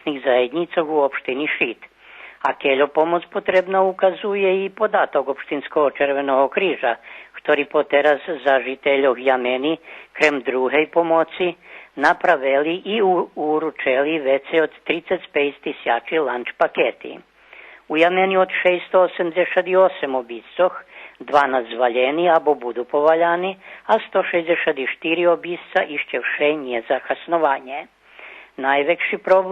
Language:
Rusyn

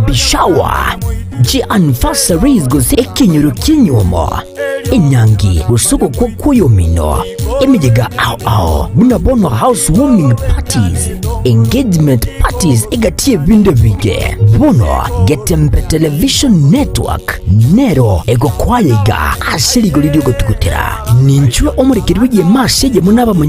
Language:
Gusii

